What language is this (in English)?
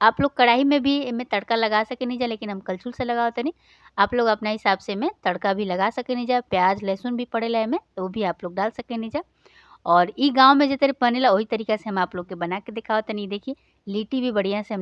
Bhojpuri